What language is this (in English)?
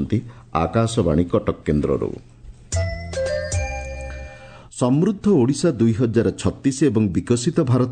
Odia